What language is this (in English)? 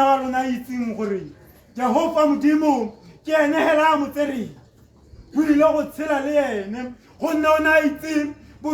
Tswana